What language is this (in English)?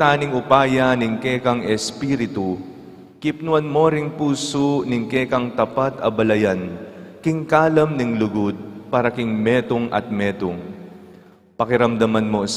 Pampanga